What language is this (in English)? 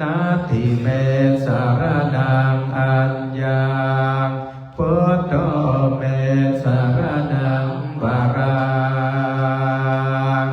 Pali